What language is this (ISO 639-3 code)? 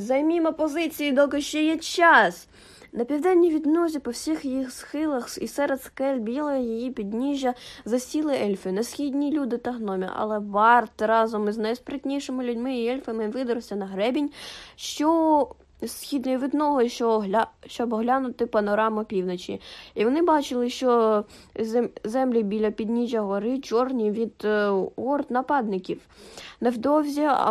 ukr